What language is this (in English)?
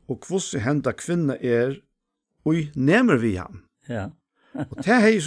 Faroese